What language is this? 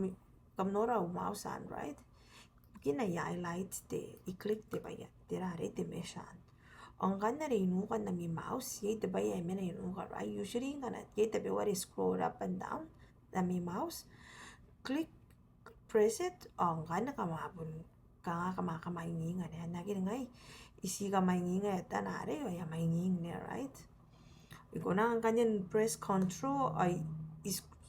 Gilbertese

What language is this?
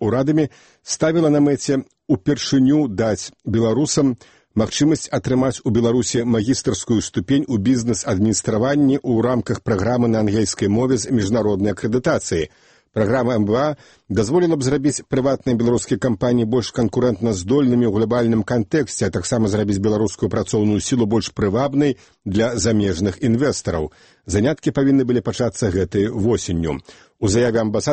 Belarusian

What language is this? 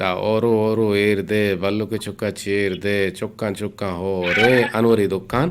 Eastern Balochi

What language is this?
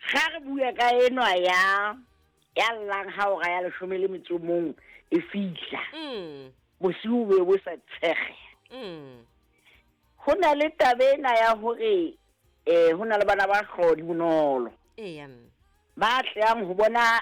Southern Sotho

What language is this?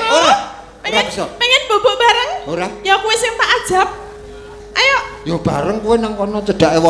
Javanese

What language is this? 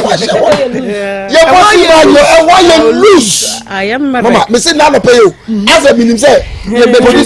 Akan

